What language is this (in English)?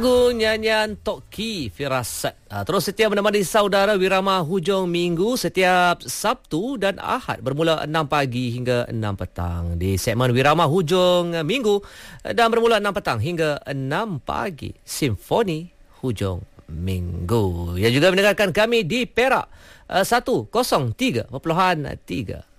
Malay